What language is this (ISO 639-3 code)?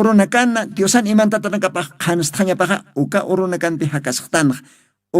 aym